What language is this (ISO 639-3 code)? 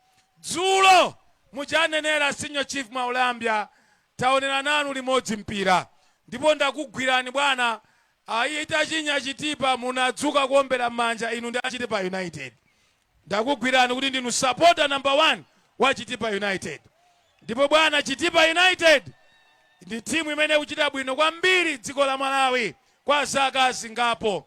nya